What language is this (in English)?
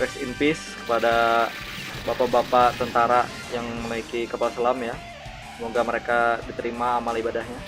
Banjar